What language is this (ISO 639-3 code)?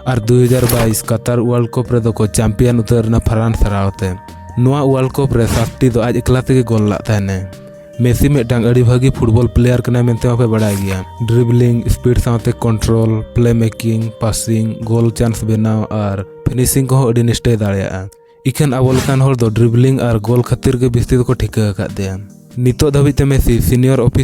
sat